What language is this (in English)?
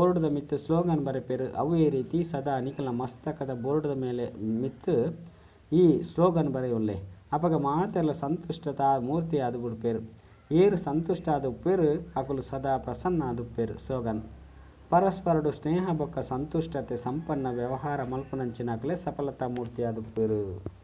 Tulu